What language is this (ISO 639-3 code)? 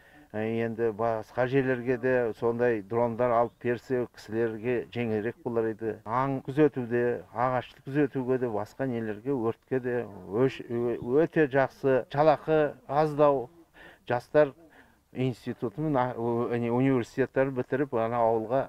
kaz